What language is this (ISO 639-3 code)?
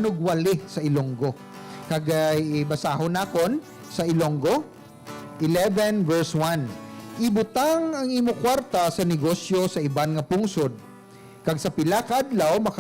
hil